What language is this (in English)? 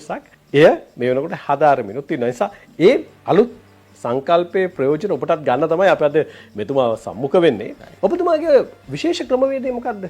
Sinhala